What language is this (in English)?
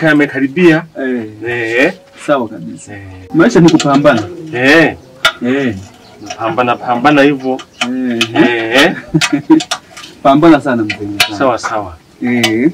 Swahili